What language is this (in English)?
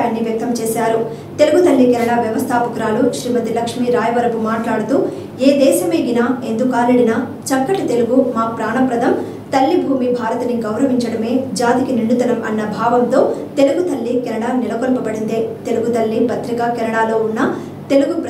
Telugu